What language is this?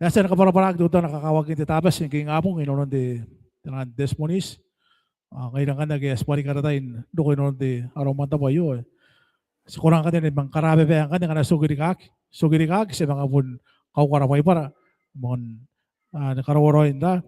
Gilbertese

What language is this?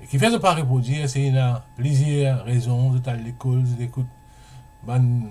Morisyen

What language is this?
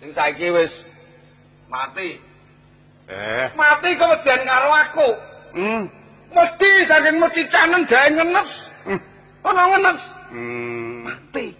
Javanese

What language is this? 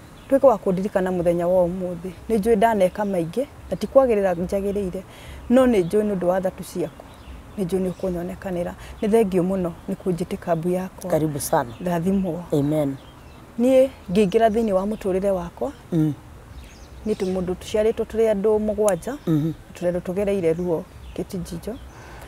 Kikuyu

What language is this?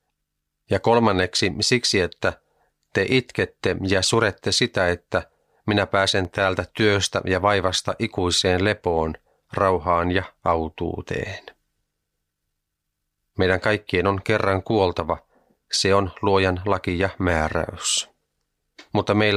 Finnish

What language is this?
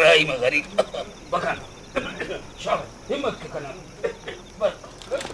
Brahui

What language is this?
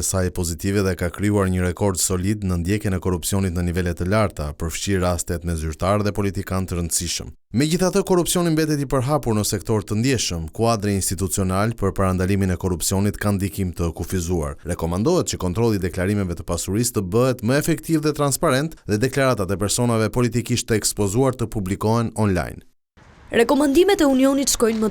Albanian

